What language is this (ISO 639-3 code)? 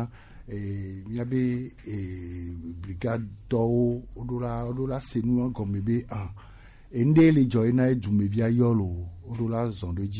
gej